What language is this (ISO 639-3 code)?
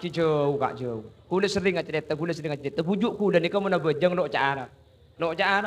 mad